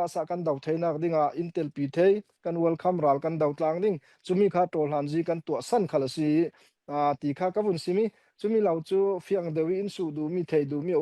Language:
Falam Chin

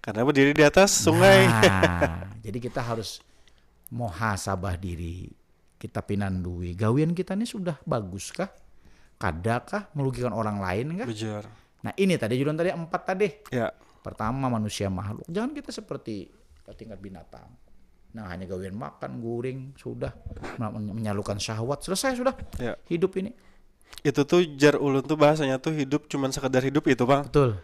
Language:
Banjar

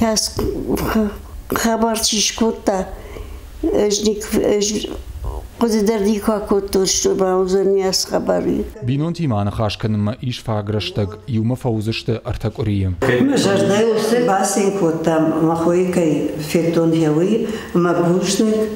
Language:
Ossetic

